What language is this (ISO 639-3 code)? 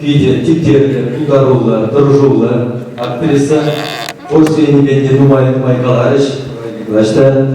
chv